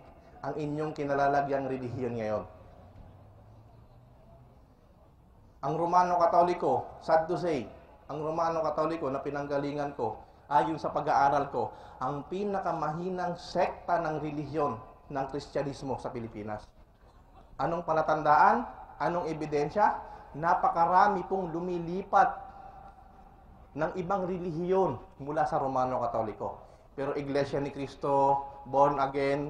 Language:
Filipino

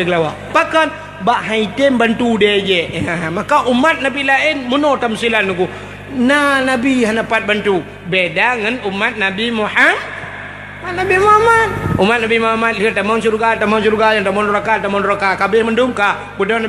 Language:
Achinese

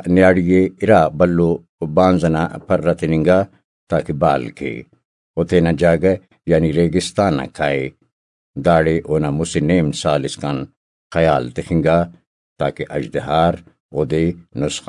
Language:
Brahui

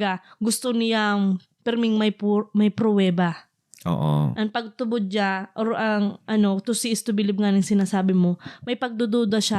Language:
Bikol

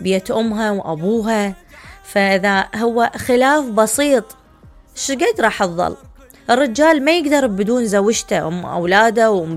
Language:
Mesopotamian Arabic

